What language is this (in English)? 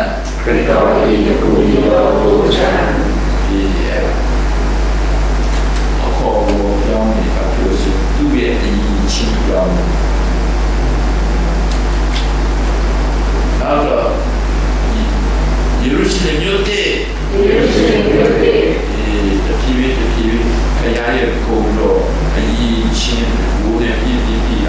Burmese